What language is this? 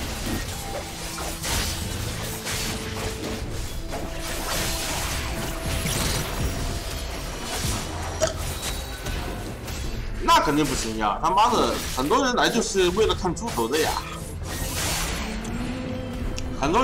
Chinese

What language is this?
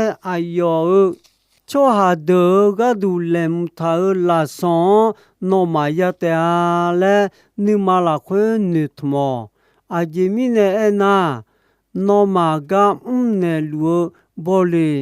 Akha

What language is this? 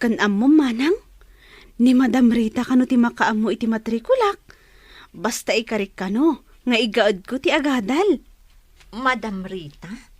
Iloko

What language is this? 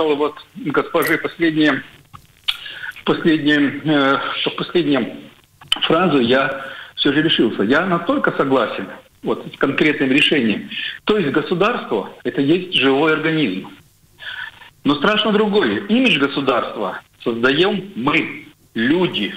Russian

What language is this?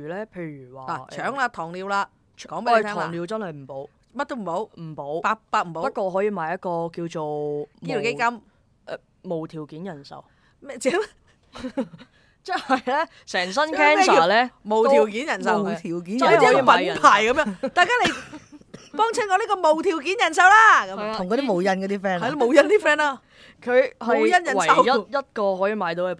Cantonese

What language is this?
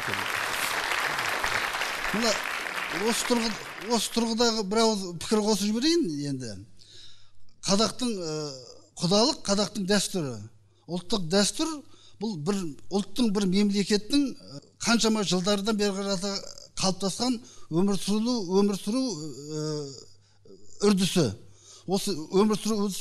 Kazakh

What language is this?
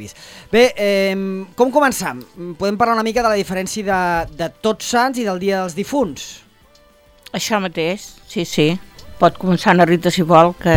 Catalan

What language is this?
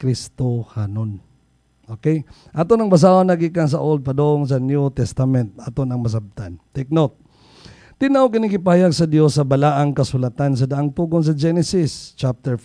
Cebuano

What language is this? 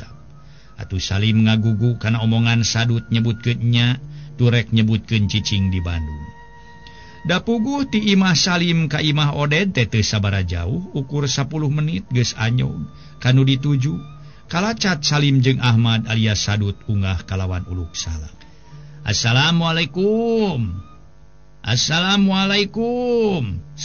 Sundanese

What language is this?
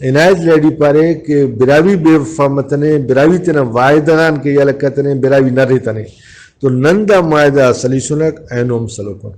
Brahui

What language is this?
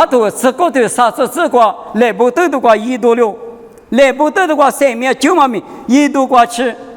Lisu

